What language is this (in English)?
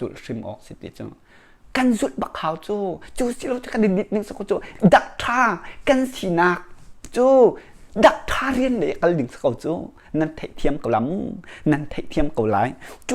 Hakha Chin